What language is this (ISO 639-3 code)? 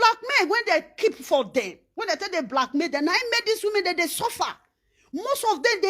pcm